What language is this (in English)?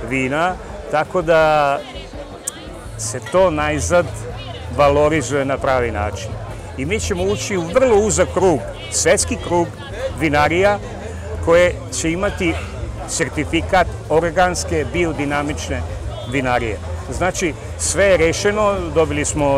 Serbian